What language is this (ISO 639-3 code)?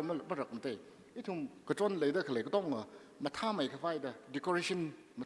nmf